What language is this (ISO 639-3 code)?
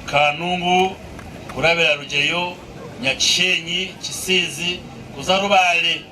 nyn